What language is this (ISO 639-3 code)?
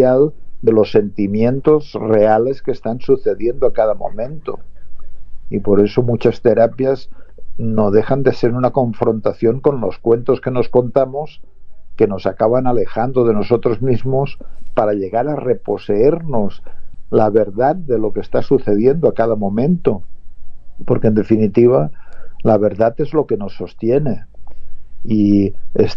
spa